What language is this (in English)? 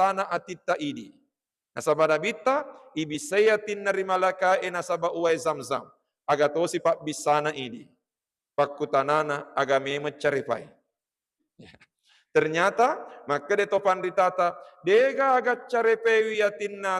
Buginese